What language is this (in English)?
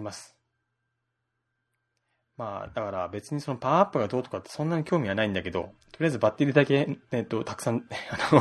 Japanese